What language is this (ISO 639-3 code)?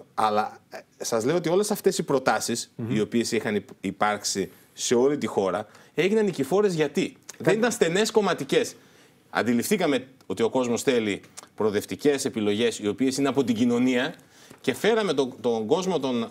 ell